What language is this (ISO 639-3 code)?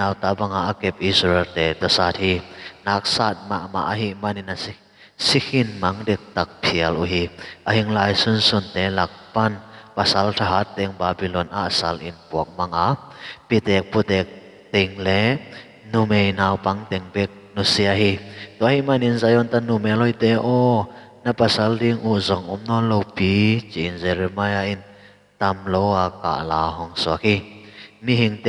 ctd